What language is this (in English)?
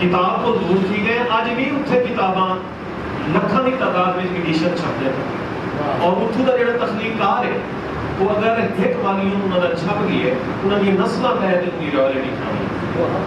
Saraiki